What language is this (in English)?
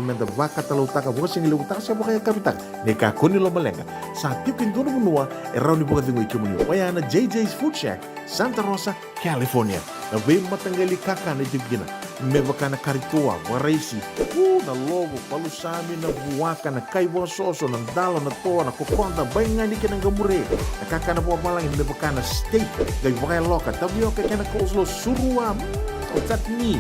Fijian